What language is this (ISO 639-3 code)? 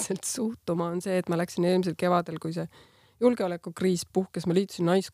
est